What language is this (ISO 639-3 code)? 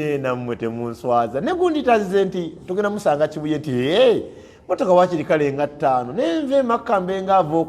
lug